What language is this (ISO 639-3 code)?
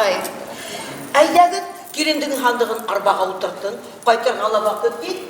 bak